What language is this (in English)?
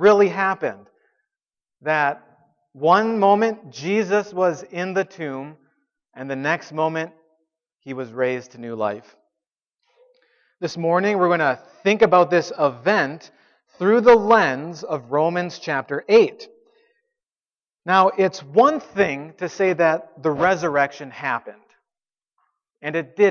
English